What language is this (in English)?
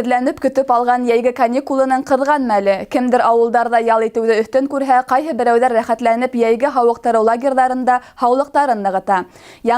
Bashkir